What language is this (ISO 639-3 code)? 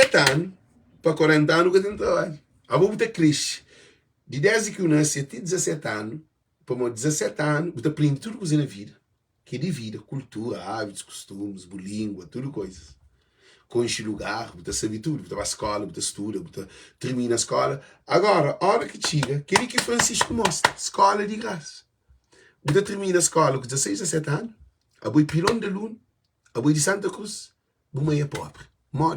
kea